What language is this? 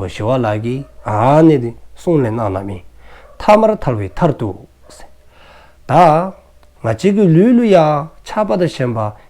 Dzongkha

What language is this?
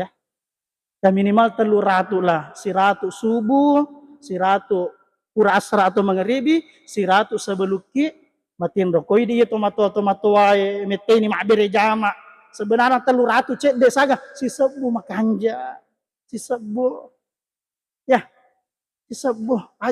Buginese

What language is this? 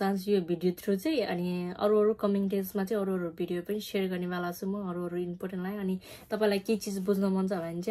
Nepali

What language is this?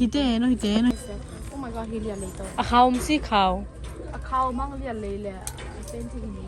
Tedim Chin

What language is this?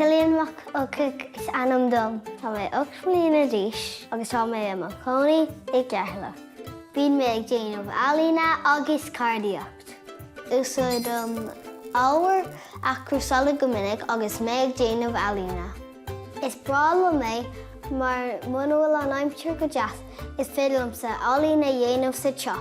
Irish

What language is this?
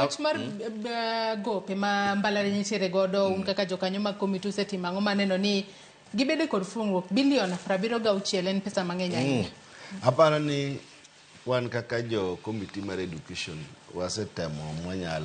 Luo (Kenya and Tanzania)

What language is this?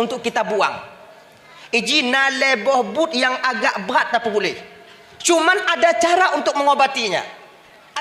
Achinese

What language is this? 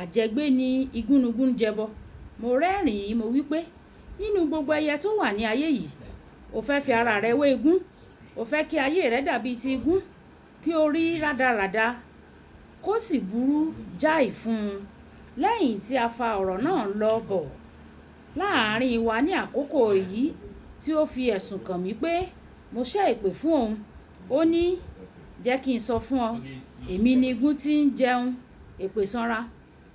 Yoruba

